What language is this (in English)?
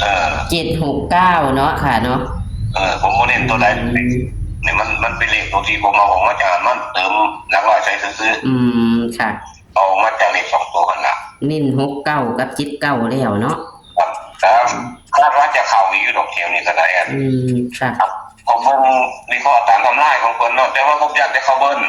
Northeastern Thai